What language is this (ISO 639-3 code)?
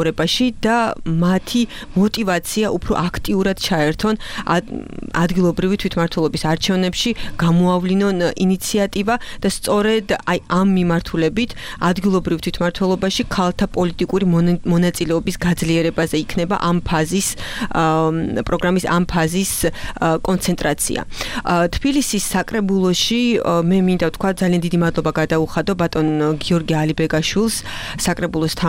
kat